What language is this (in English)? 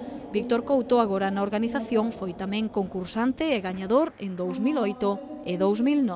Galician